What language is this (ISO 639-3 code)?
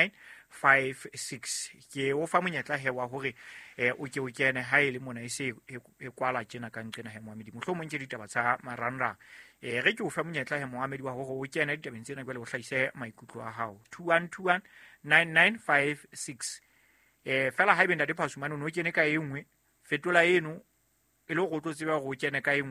sot